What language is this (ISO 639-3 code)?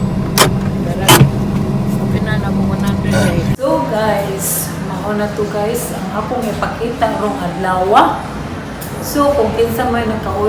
ceb